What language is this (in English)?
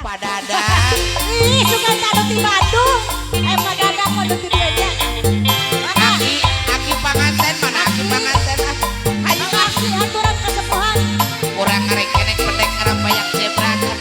Sundanese